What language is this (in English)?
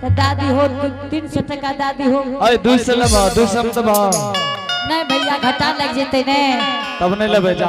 Angika